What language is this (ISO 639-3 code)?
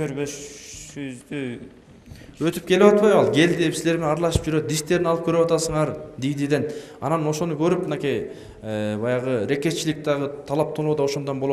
kir